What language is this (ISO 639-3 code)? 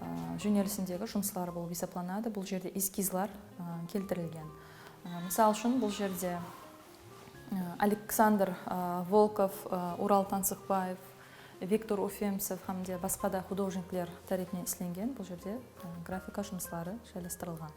kaa